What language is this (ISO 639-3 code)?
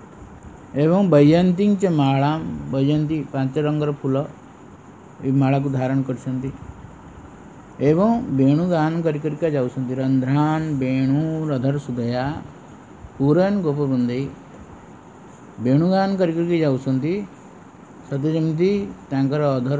ori